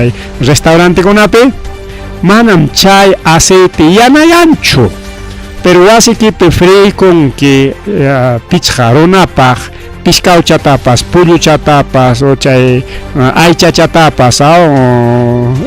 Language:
Ayacucho Quechua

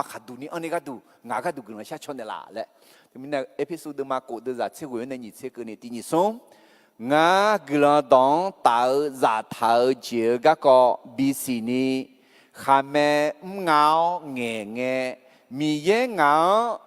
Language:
Akha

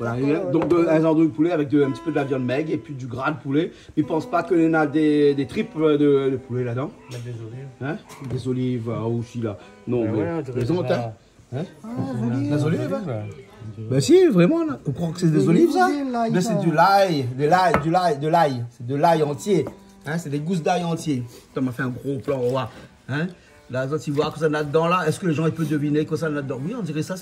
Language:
Réunion Creole French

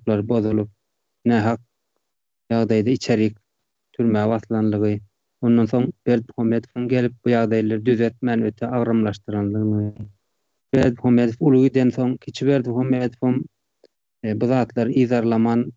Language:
Turkmen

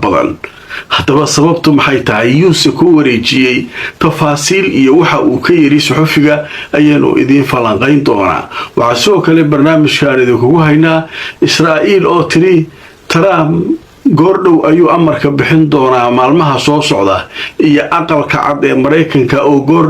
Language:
Somali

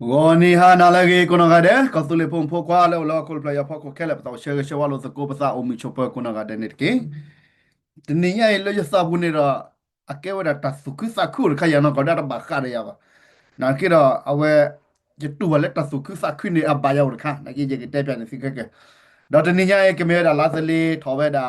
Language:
S'gaw Karen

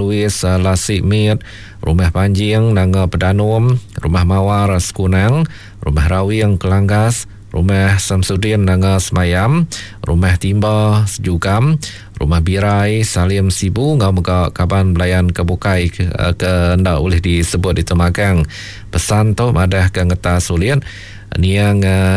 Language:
Iban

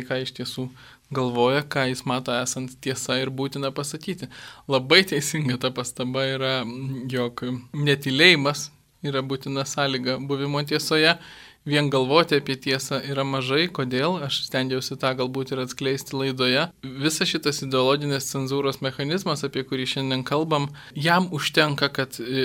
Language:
Lithuanian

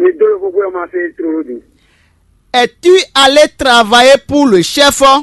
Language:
Fon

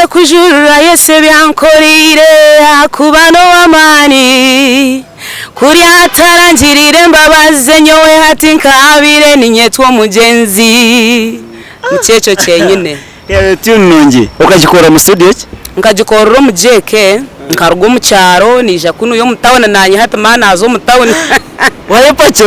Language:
Nyankole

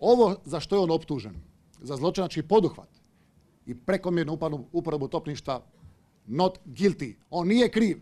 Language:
Croatian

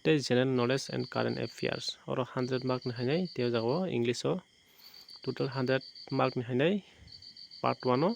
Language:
Kok Borok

